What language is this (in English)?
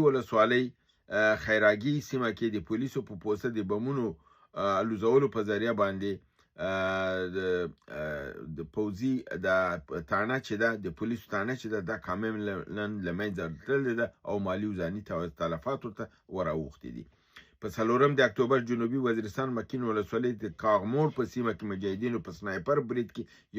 Pashto